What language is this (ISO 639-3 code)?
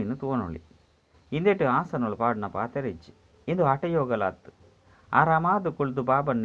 tcy